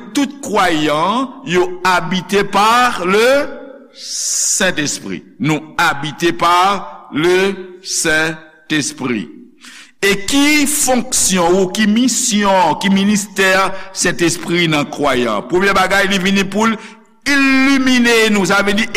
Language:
Haitian Creole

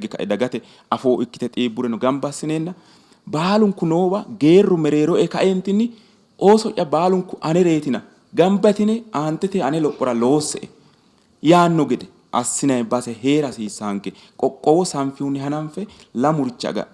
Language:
Sidamo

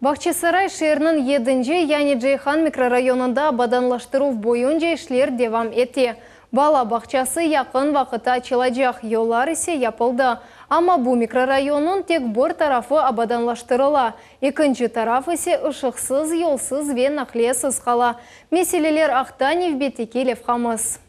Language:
Crimean Tatar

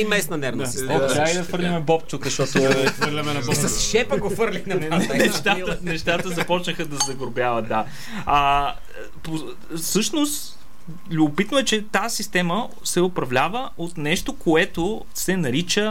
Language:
Bulgarian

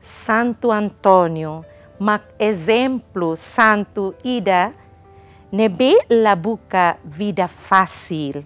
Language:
Tetum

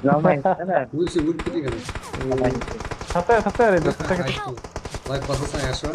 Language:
Kara-Kalpak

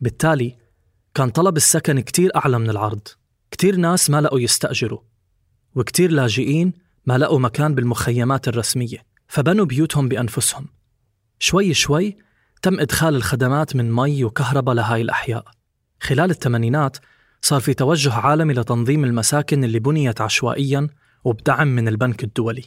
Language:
North Levantine Arabic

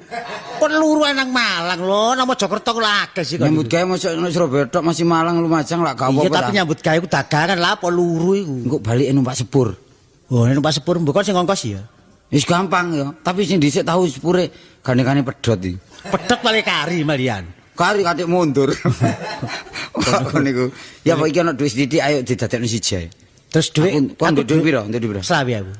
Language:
Javanese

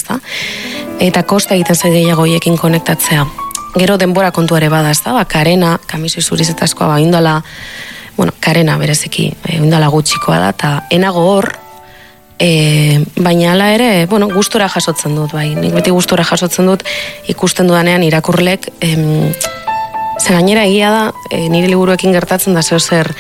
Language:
Basque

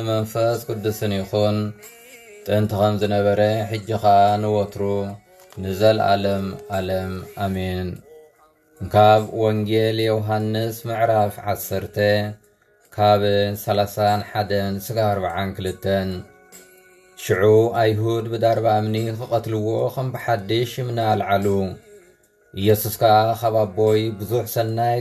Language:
Tigrinya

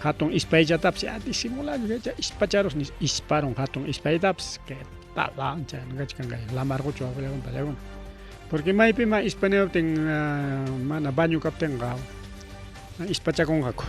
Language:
Ayacucho Quechua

